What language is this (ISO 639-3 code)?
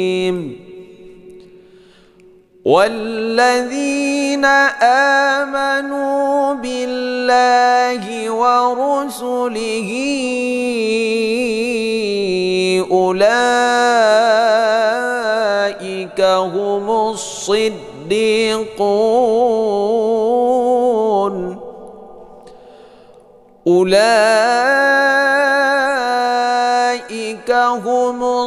ara